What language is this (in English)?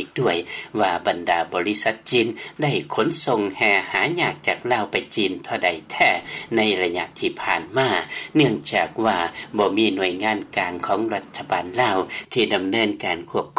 Lao